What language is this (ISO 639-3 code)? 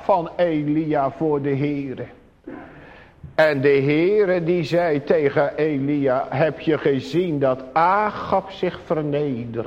nld